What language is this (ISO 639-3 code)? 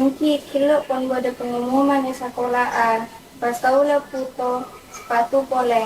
mad